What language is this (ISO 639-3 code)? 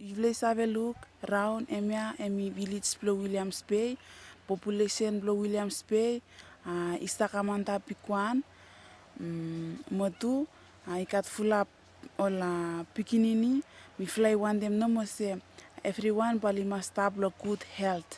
bis